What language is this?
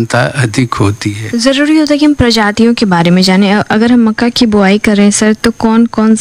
Hindi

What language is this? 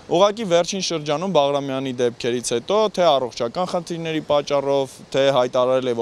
Armenian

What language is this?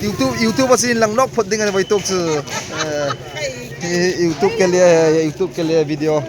Hmar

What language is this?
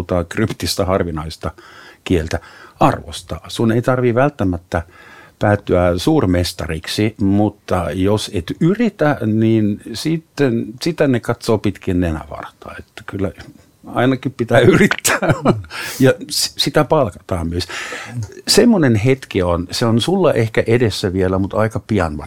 Finnish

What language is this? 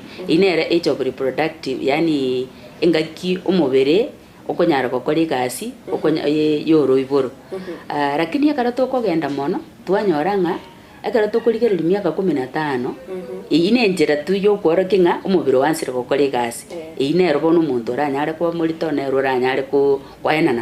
Gusii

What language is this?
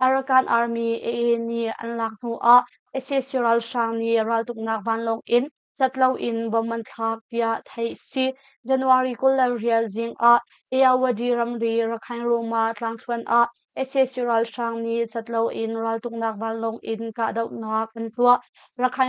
Hakha Chin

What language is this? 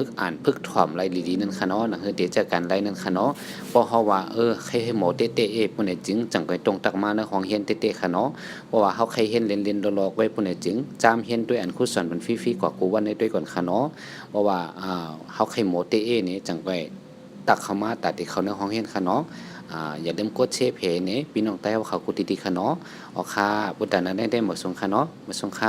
Shan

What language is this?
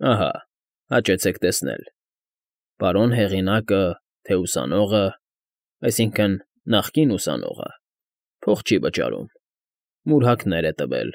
Armenian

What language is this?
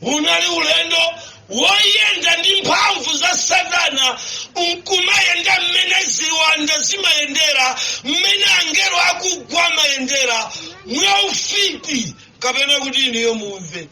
Nyanja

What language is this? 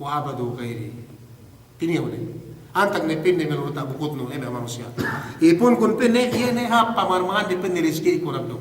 Yakan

